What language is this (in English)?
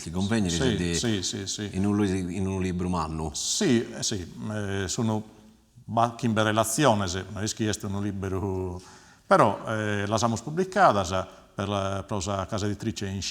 Sardinian